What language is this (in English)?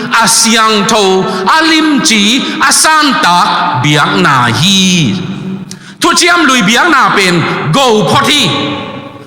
Tedim Chin